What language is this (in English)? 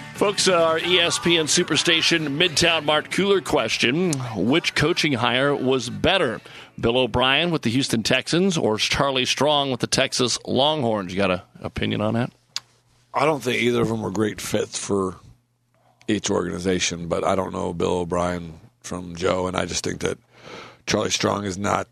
English